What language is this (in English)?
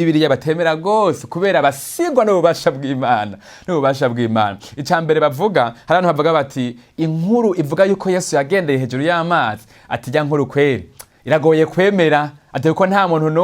Rundi